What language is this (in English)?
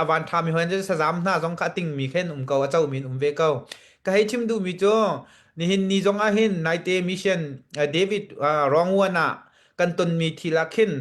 Hakha Chin